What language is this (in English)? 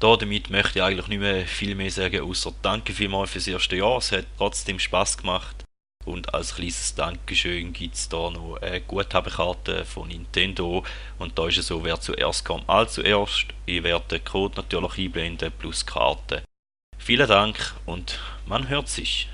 Swiss German